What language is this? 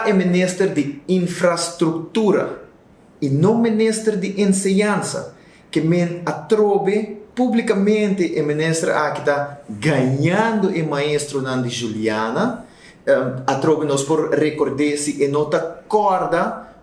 Papiamento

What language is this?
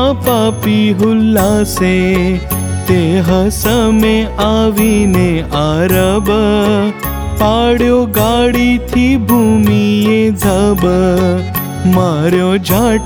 Gujarati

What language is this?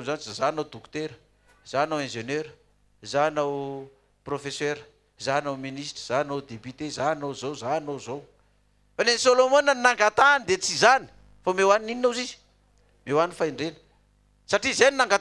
Malagasy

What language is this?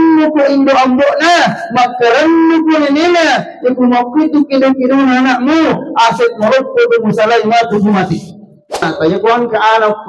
Buginese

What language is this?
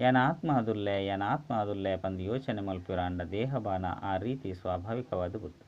Tulu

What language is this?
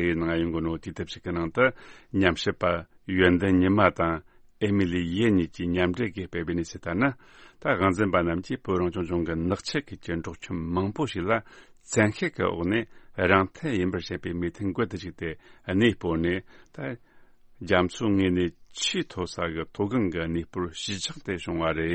Tibetan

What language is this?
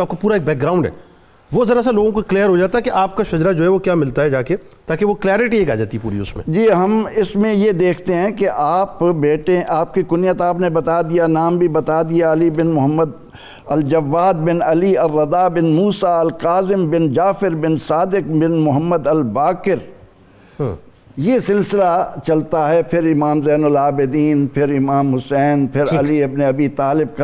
Urdu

